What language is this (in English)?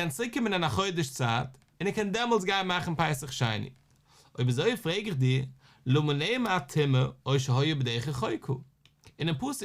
Yiddish